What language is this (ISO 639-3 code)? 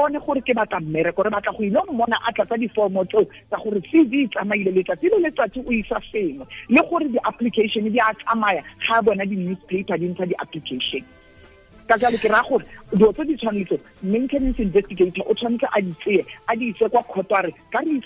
tsn